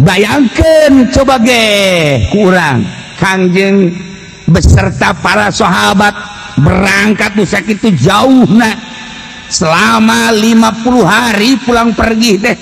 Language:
Sundanese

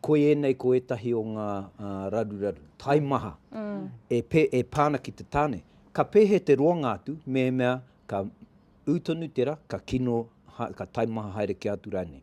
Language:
Māori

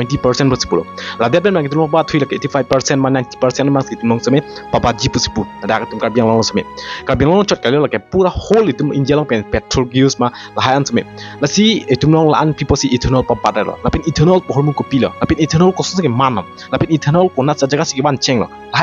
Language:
Karbi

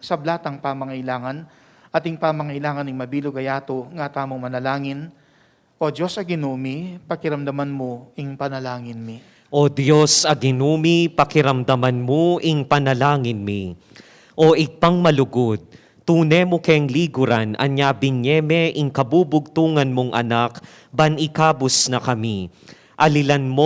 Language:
Pampanga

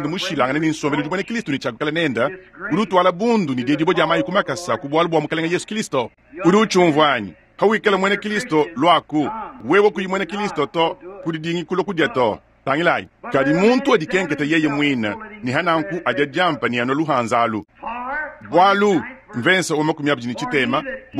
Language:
Luba-Lulua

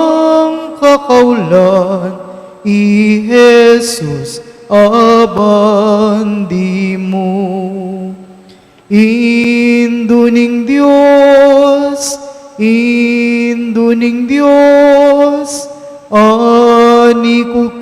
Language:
Pampanga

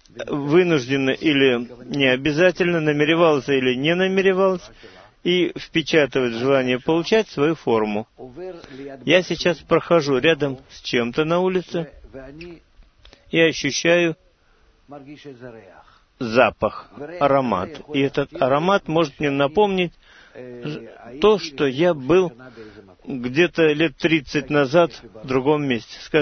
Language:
Russian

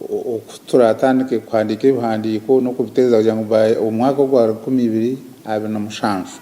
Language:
Nyankole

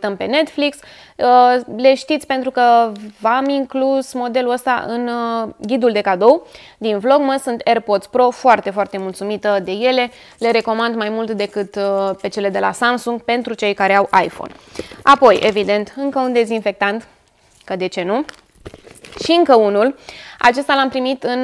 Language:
Romanian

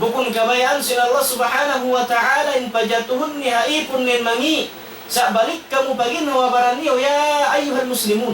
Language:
Tausug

